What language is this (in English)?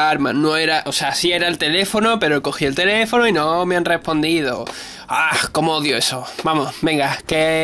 Spanish